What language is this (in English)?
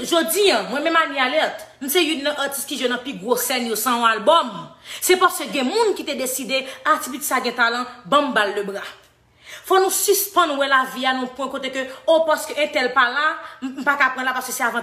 Haitian Creole